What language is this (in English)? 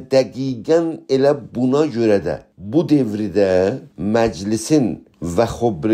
South Azerbaijani